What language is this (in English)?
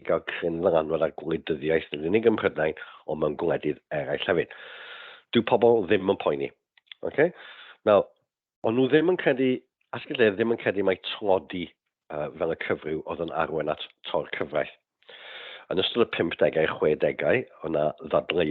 Welsh